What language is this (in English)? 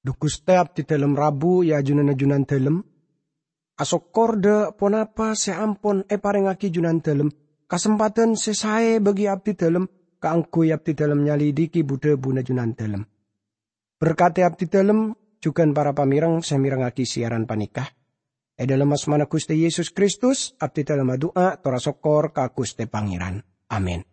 Madurese